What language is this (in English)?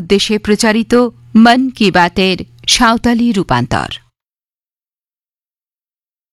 Bangla